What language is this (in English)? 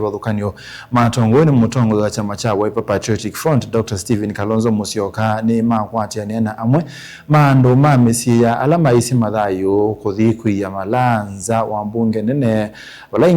Kamba